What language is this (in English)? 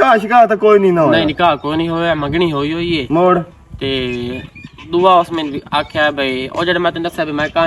Western Panjabi